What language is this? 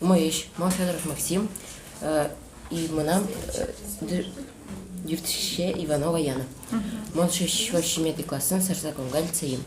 Udmurt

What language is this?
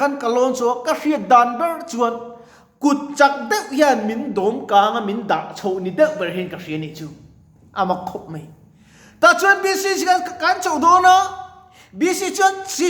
Mizo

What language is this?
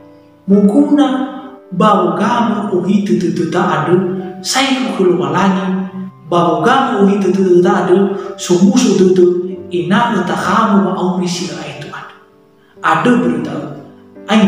Nias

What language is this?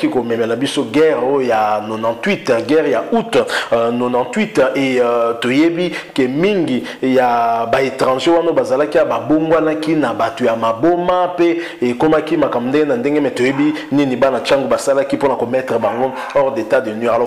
Lingala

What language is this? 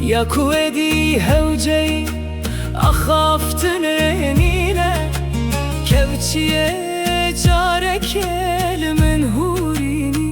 Kurdish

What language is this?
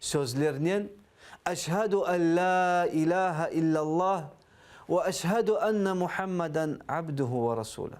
Crimean Tatar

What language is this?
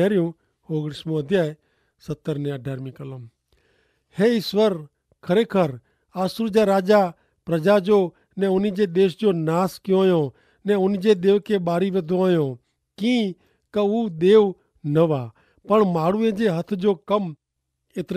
Kachhi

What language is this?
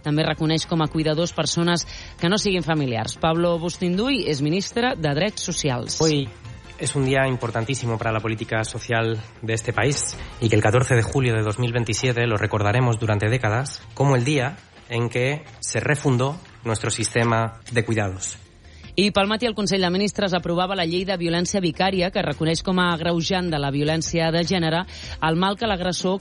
Catalan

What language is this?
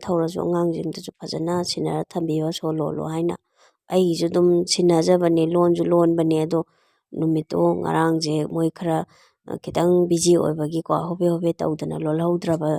Manipuri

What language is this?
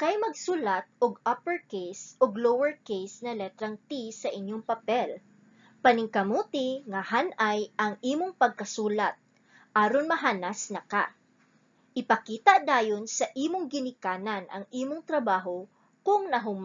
Cebuano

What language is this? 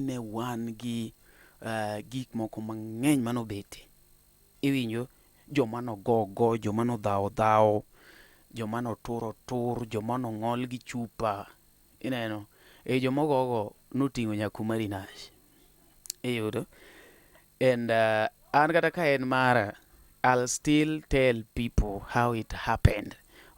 Luo (Kenya and Tanzania)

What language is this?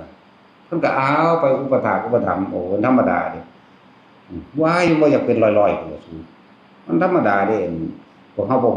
Northeastern Thai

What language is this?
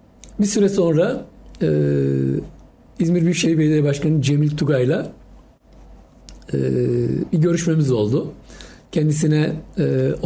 Turkish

